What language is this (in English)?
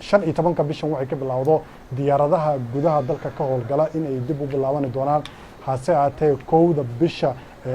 Somali